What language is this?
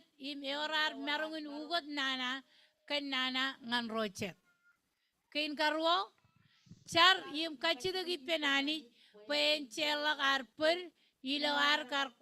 Marshallese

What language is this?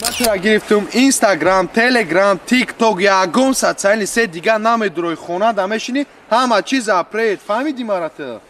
Tajik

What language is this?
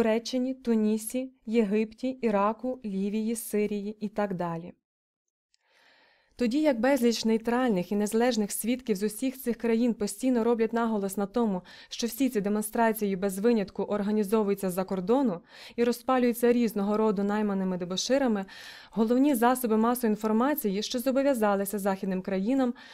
Ukrainian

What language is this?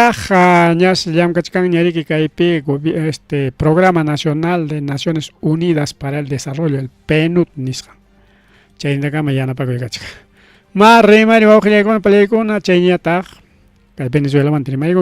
Ayacucho Quechua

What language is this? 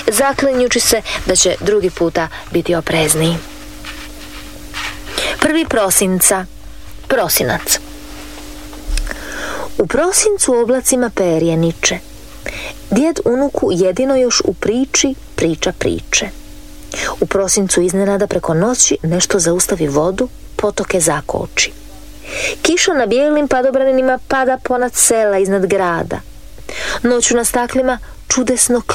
Croatian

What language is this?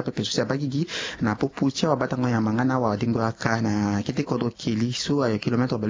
Sango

